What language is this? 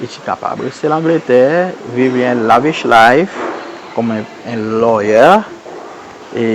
Seselwa Creole French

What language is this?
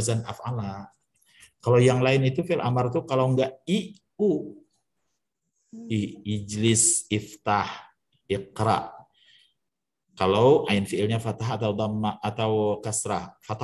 Indonesian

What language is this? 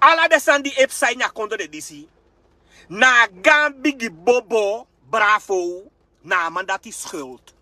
Sranan Tongo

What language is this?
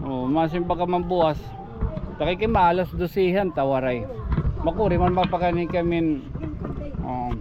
Waray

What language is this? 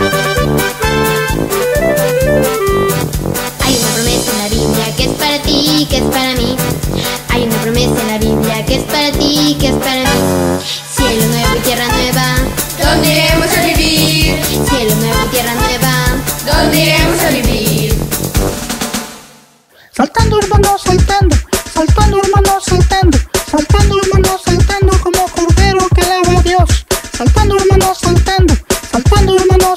Spanish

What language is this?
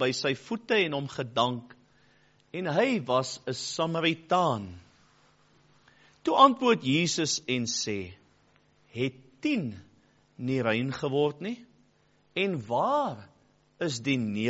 Afrikaans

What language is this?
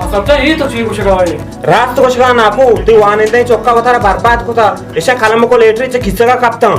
Baluchi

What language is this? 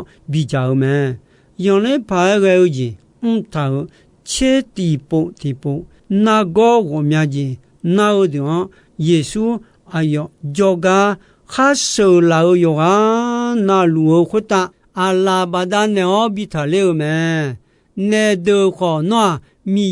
Akha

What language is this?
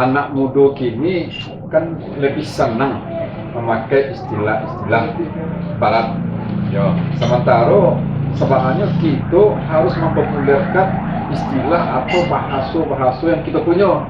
Minangkabau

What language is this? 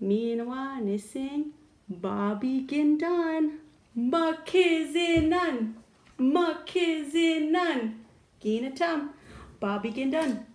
Chippewa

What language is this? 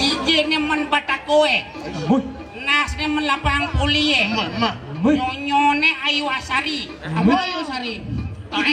Balinese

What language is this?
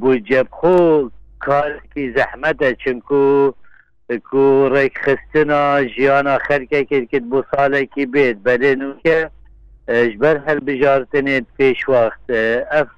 Kurdish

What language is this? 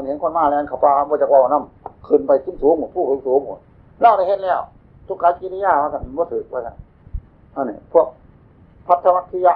Northeastern Thai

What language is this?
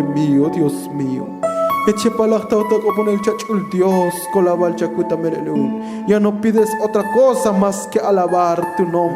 Tzotzil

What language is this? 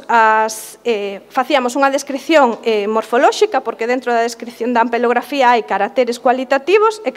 Galician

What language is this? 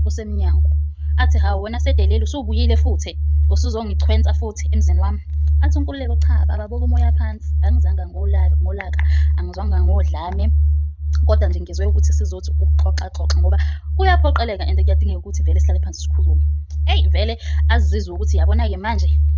Zulu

